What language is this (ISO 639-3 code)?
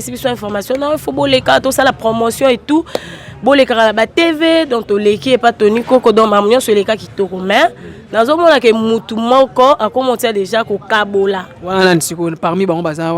lin